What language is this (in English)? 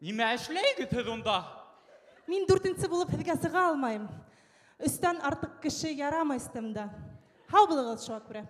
Bashkir